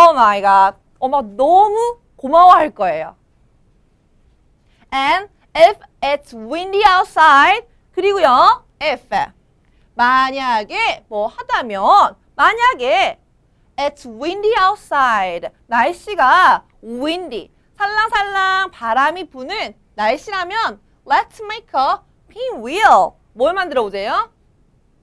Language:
Korean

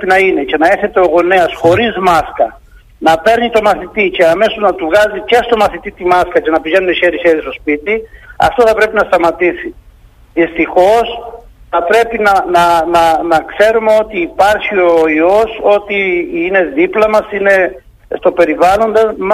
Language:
Greek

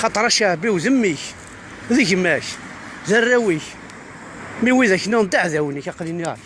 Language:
Kabyle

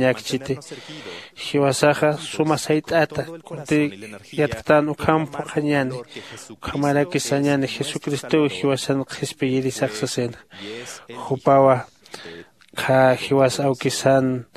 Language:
Aymara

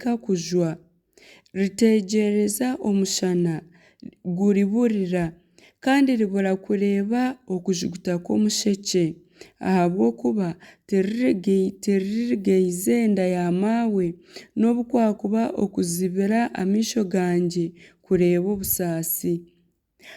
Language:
Nyankole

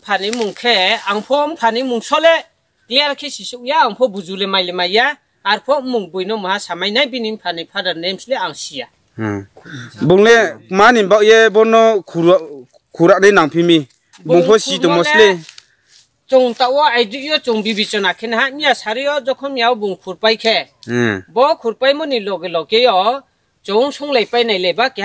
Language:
Riang (India)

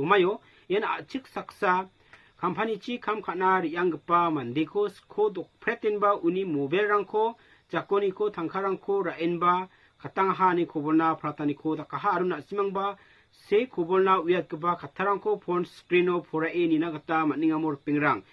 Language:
Garo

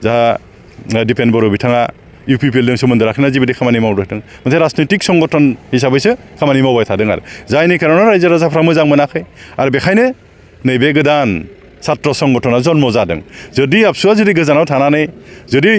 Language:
Bodo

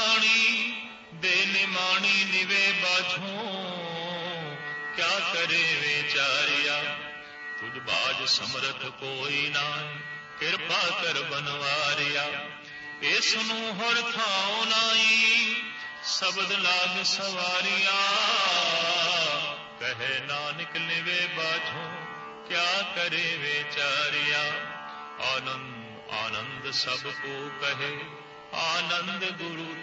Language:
Punjabi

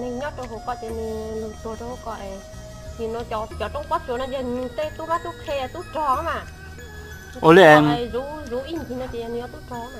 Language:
Hmong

